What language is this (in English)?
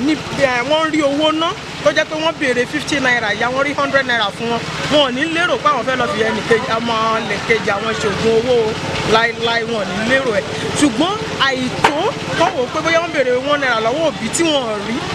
Yoruba